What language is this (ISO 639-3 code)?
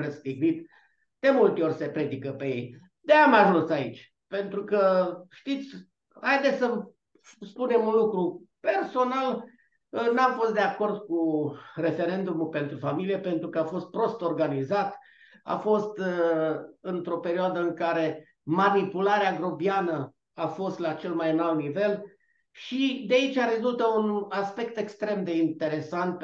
ron